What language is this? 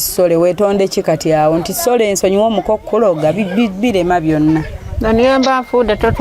Ganda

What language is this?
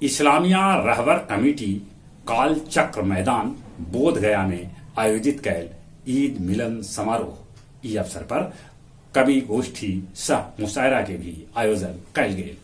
Magahi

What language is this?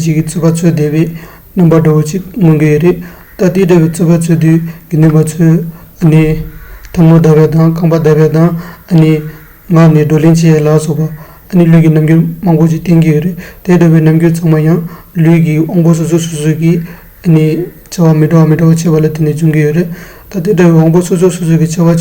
Tibetan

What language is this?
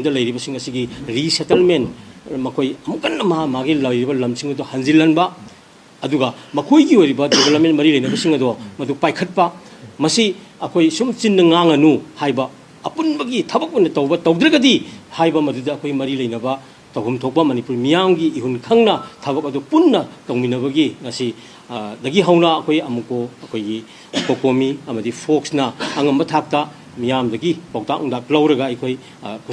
Manipuri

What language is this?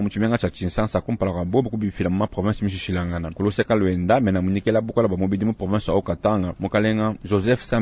Luba-Lulua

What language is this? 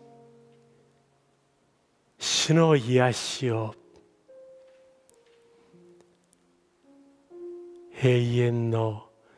Japanese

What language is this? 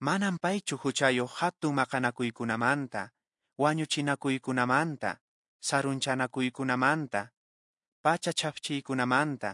Quechua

